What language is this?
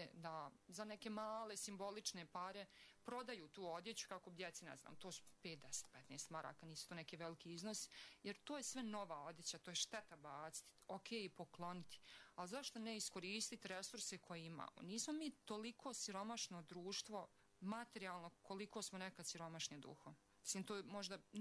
Bosnian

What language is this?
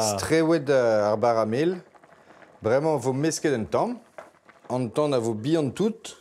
Breton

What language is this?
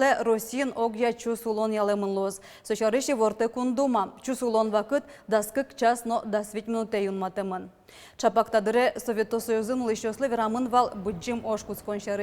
Udmurt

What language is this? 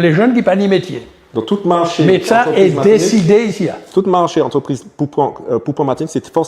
Guadeloupean Creole French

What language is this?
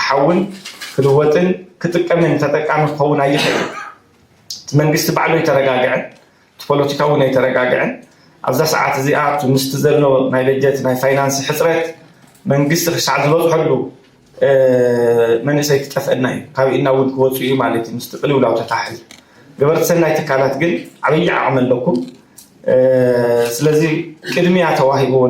Tigrinya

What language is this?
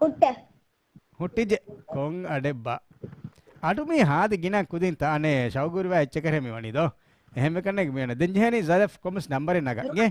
Divehi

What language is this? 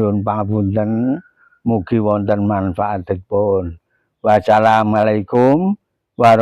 Javanese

